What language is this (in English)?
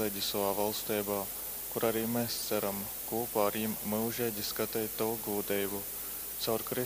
Latgalian